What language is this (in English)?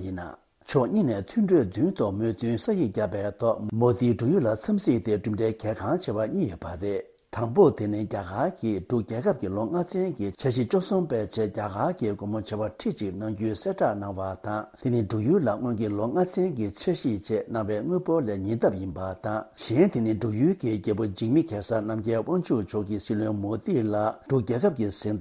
Tibetan